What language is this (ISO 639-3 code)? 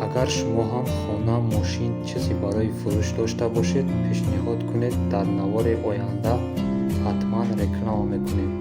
tgk